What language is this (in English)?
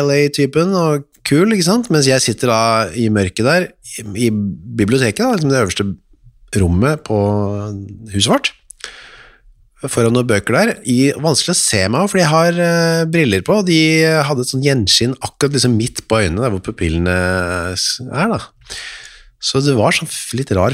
Norwegian